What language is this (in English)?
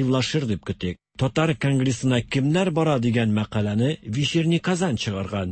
Tatar